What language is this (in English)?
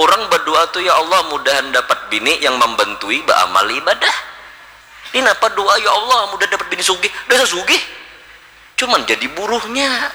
Banjar